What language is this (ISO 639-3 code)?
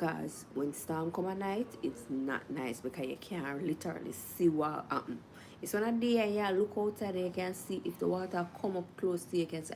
jam